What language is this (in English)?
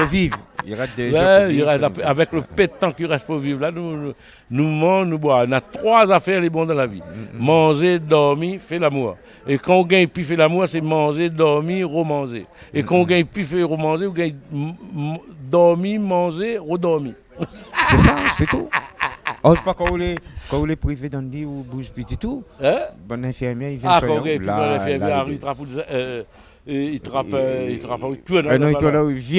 Réunion Creole French